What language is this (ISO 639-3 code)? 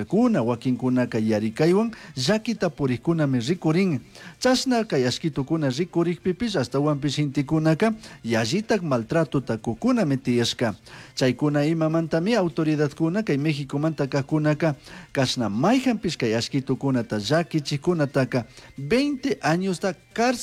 qug